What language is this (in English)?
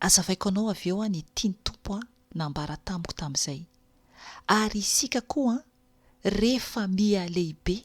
Malagasy